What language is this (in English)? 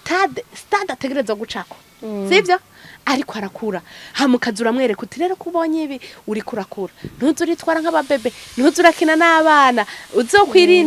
Rundi